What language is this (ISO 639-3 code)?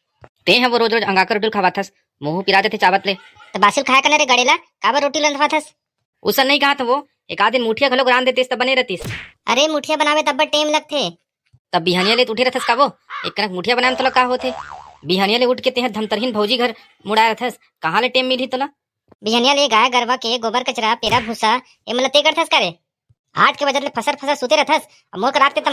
hne